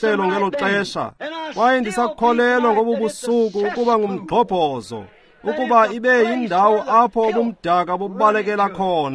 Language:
Xhosa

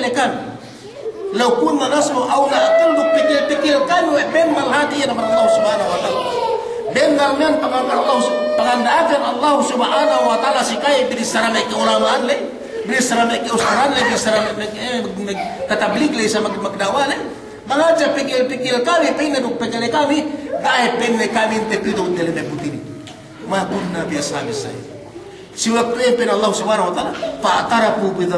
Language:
Yakan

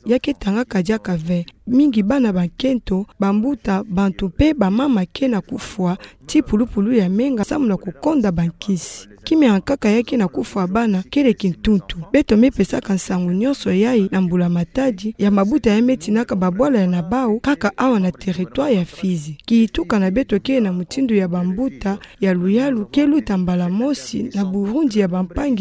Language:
Kituba (Democratic Republic of Congo)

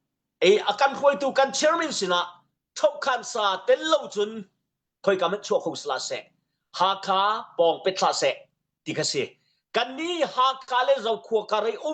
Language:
Hakha Chin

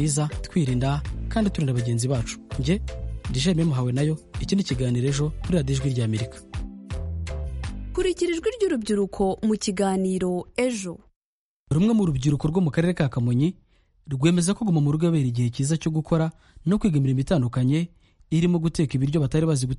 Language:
Kinyarwanda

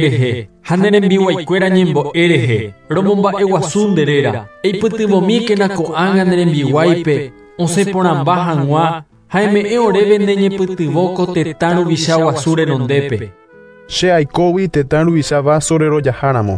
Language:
Guarani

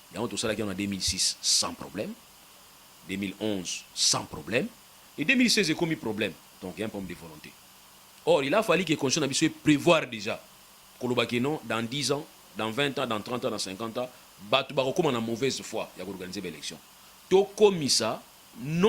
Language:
Lingala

